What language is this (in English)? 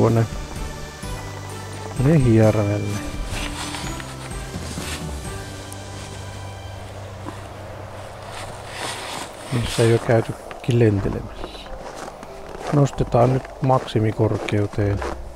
Finnish